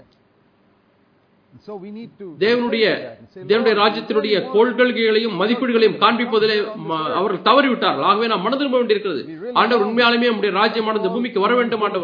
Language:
Tamil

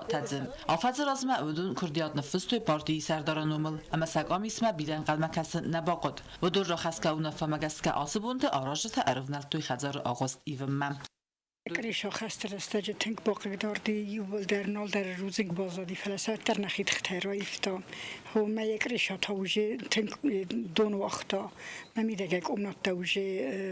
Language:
Ossetic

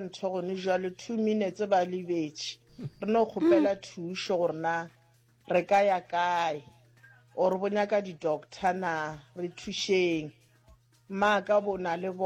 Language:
Northern Sotho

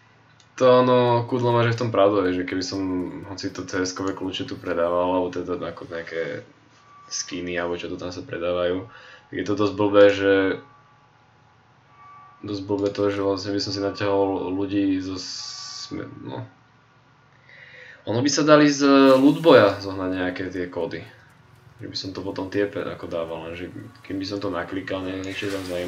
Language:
Slovak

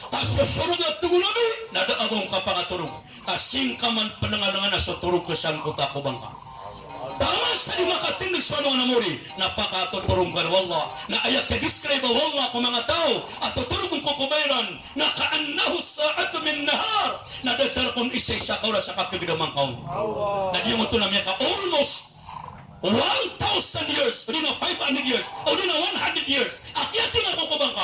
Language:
Maranao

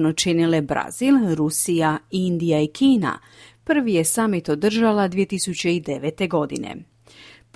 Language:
Croatian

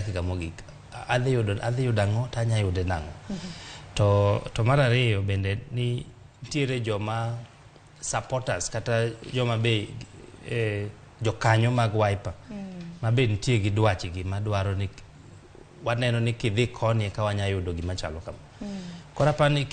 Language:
Luo (Kenya and Tanzania)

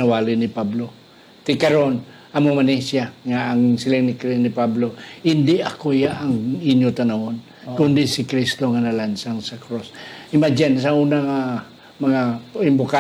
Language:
Hiligaynon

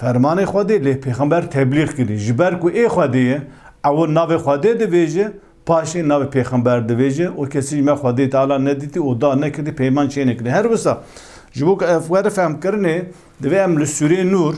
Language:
Kurdish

